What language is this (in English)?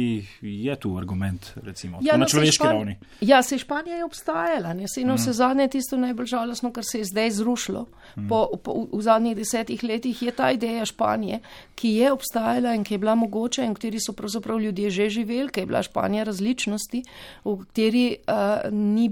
Slovenian